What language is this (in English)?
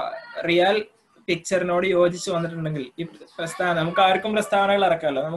Malayalam